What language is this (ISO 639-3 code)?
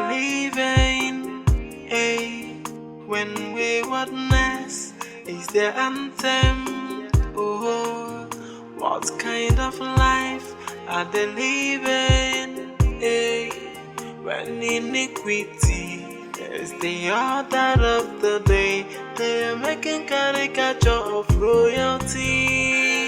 pcm